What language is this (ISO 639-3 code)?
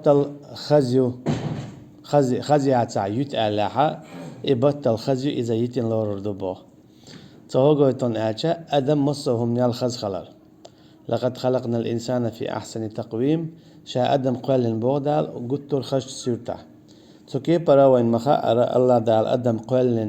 che